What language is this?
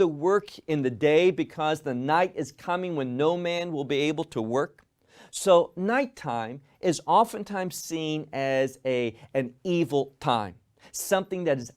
English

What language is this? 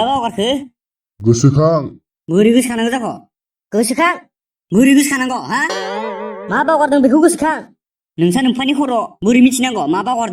Bodo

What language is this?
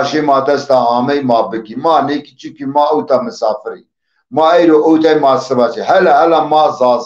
Zaza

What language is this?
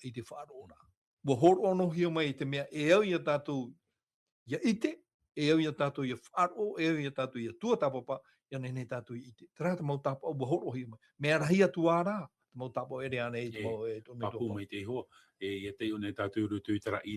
Tahitian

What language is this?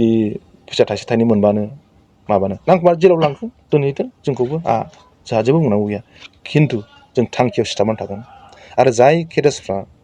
Bodo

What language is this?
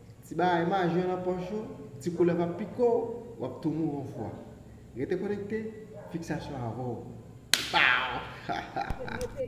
Haitian Creole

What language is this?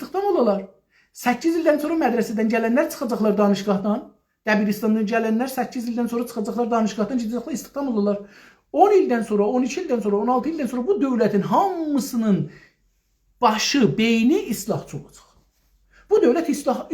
South Azerbaijani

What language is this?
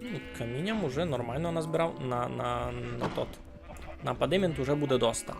Rusyn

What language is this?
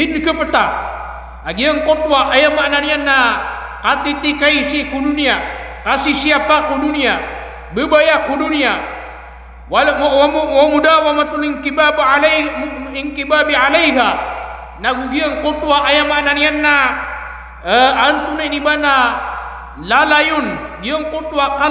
Maranao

